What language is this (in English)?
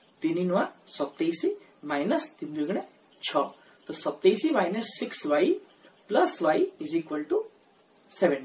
Odia